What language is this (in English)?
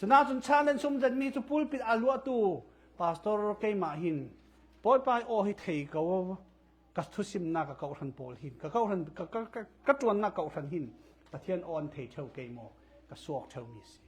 Falam Chin